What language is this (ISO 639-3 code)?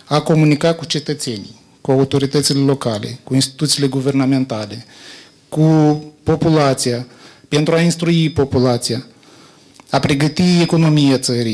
ron